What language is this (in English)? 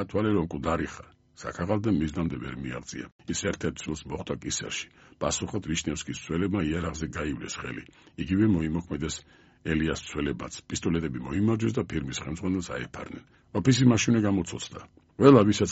Georgian